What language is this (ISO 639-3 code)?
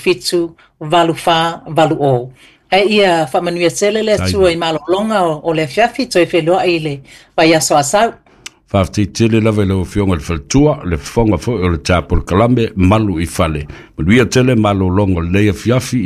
smo